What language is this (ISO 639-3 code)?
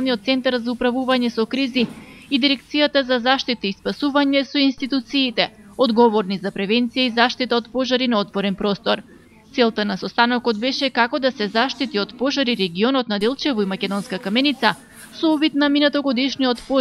mkd